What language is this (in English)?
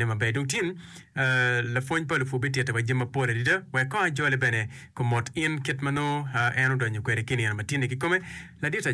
Acoli